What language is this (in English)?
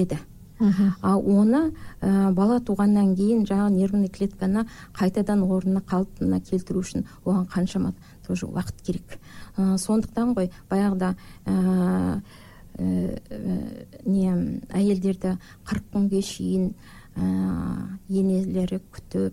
Kazakh